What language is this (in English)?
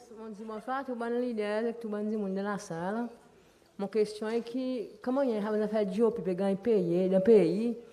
Seselwa Creole French